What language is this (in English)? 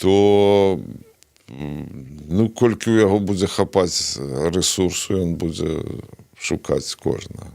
Belarusian